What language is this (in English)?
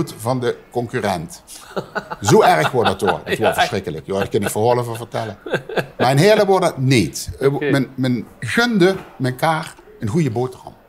Limburgish